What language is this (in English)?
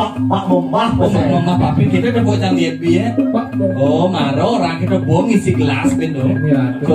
Balinese